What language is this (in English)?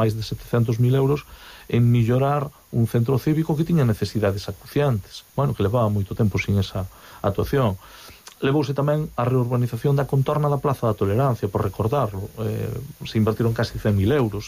Galician